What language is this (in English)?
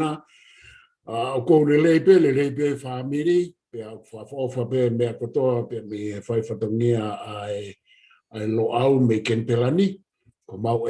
Tongan